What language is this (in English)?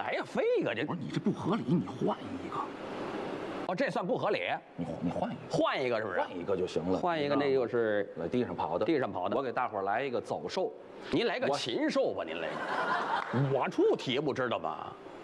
Chinese